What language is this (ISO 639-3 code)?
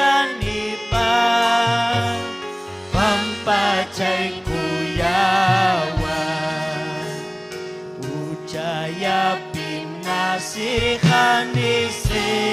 quy